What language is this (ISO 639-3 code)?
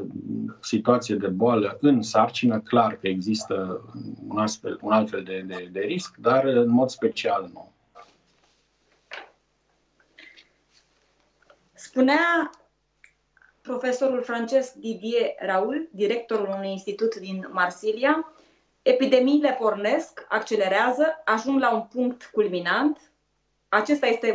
ron